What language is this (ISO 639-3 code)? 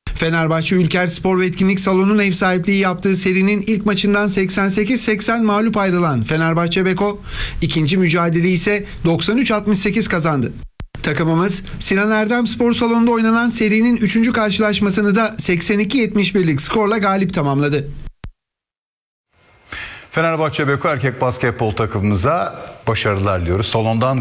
tur